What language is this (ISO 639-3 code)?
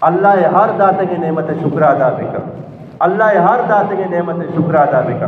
bgp